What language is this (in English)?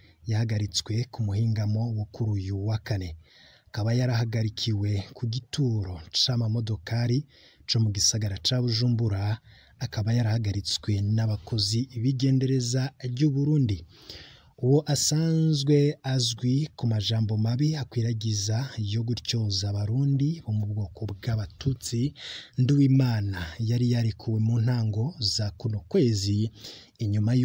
Rundi